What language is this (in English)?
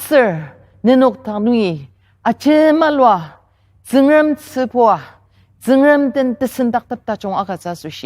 Ao Naga